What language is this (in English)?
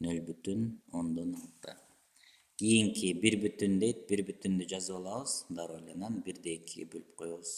Kyrgyz